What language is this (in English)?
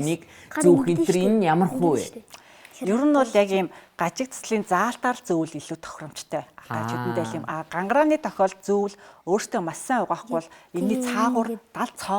Mongolian